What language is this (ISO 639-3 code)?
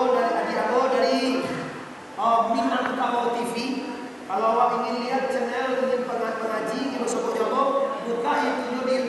min